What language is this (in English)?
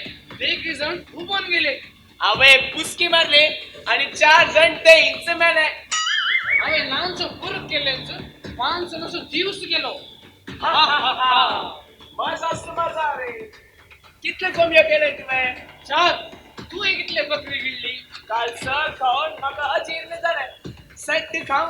Konkani